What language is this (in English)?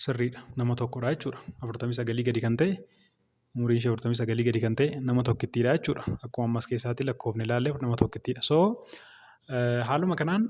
Oromo